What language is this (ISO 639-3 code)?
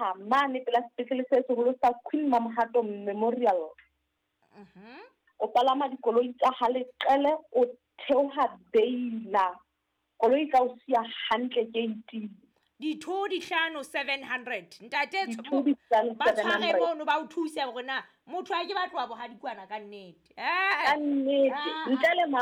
sot